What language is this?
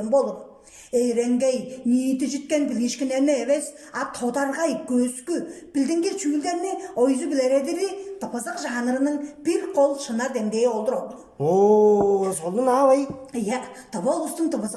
Tuvinian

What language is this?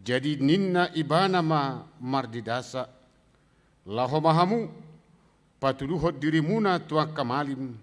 Batak Toba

